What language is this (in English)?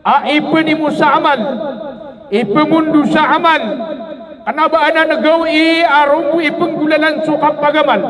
Maranao